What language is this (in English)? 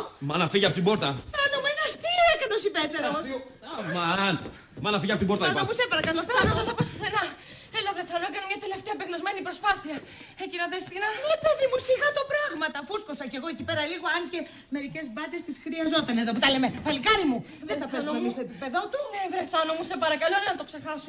Greek